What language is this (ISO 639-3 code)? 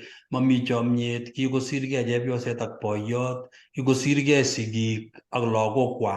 kln